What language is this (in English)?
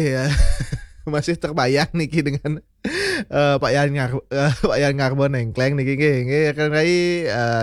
Balinese